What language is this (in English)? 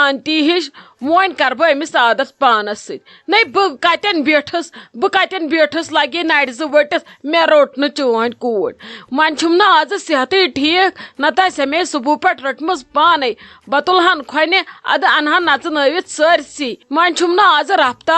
Kashmiri